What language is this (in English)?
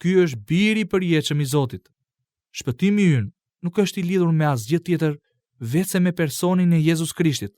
Albanian